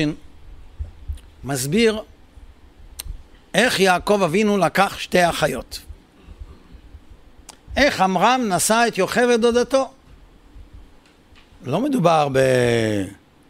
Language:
Hebrew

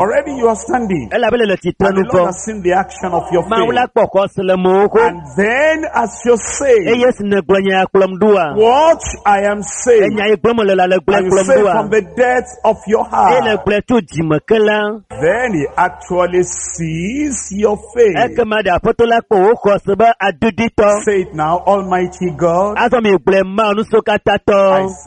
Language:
Ewe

